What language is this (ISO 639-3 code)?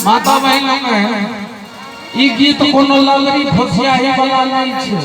mai